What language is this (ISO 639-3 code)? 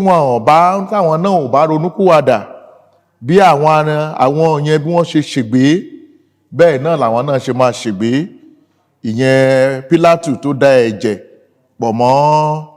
yor